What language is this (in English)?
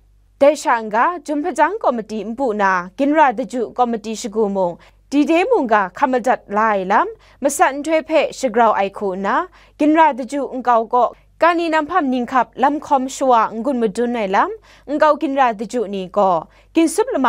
Kachin